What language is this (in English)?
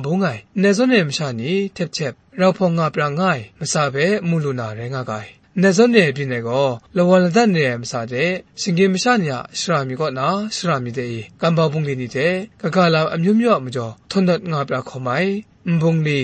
Kachin